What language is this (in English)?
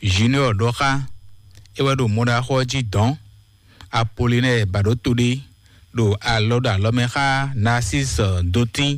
Fon